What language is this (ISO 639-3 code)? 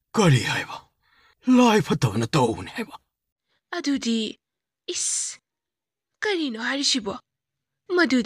mni